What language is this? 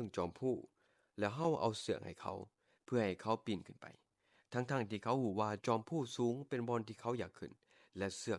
Lao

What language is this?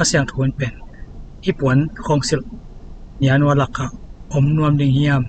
Tedim Chin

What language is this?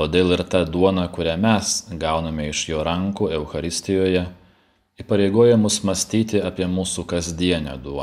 Lithuanian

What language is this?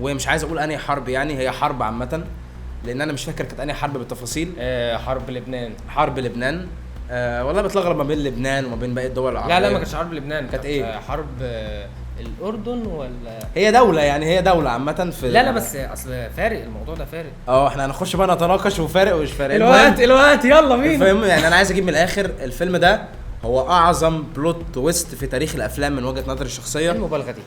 Egyptian Arabic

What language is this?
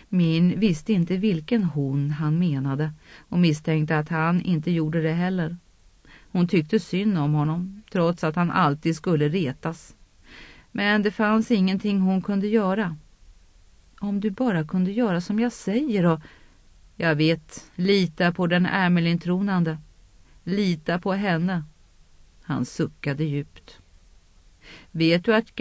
Swedish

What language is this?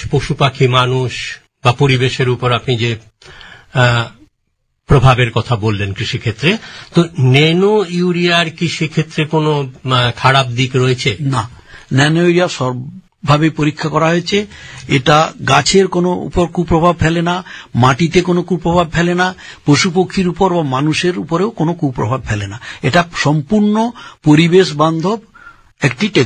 Bangla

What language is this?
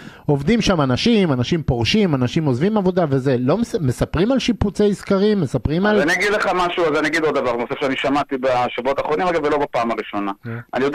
Hebrew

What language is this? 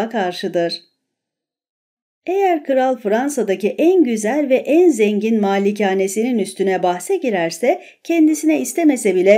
Turkish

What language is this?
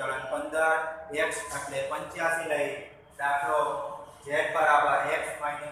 Gujarati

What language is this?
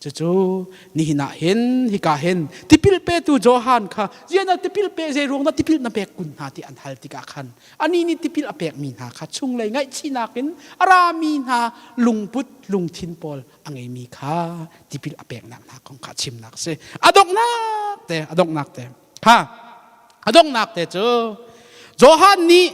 Hakha Chin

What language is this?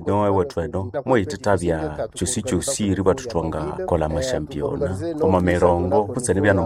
Nande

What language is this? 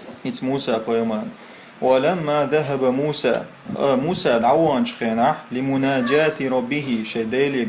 Chechen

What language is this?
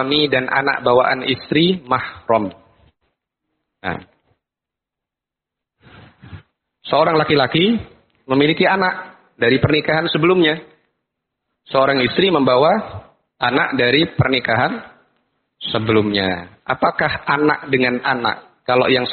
Indonesian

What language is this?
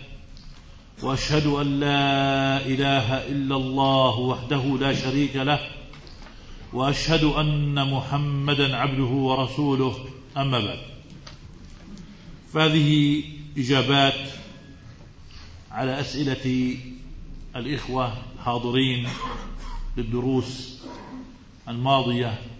Arabic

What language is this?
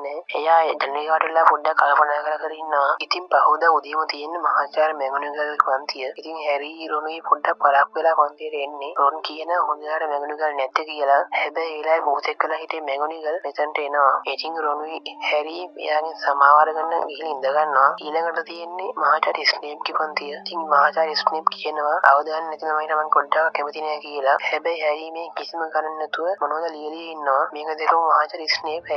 Sinhala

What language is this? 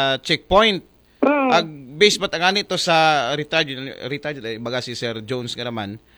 Aklanon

